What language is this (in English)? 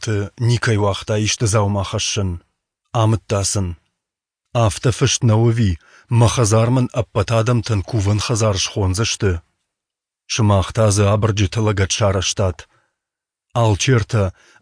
Ossetic